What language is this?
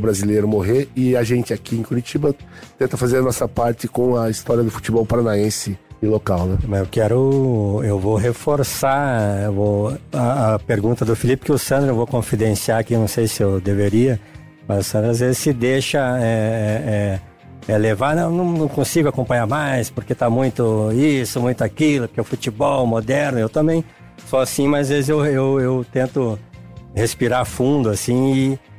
Portuguese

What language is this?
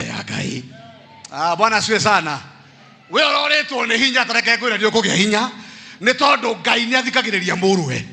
Kikuyu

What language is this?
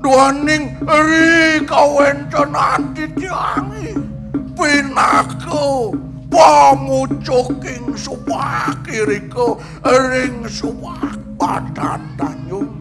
Balinese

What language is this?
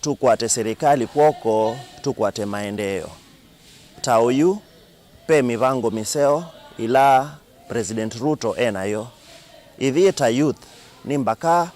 Kamba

